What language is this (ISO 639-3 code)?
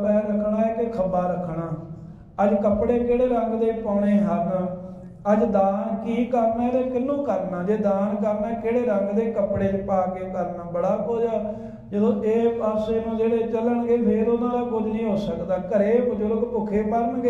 pan